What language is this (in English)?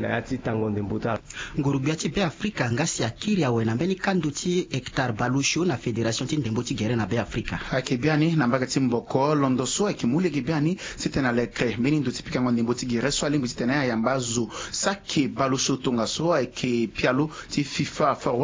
Sango